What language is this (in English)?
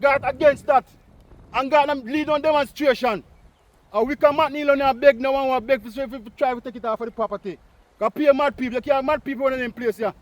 Jamaican Creole English